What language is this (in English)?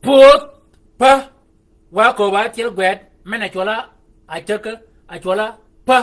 Shilluk